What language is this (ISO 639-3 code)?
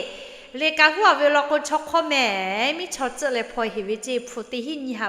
lhu